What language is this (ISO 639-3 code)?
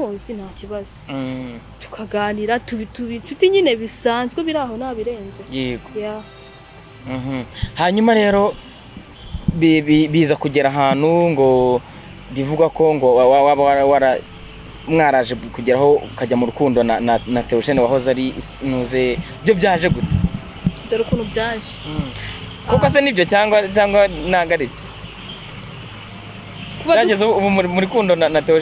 kin